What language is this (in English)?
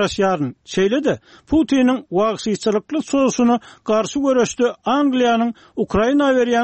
Turkmen